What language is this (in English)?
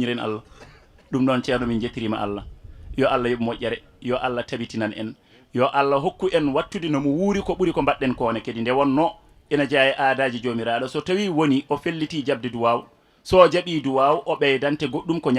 Fula